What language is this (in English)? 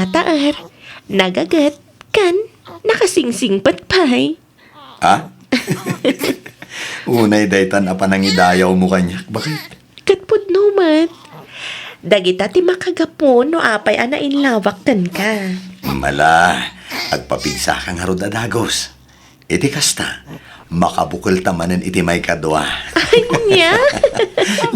Iloko